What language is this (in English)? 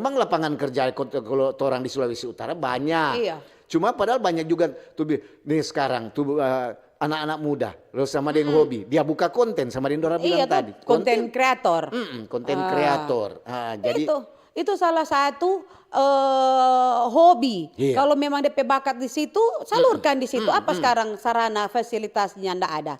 Manado Malay